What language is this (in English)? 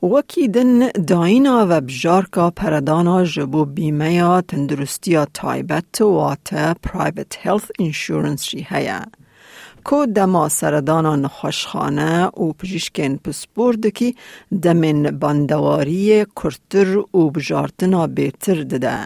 Kurdish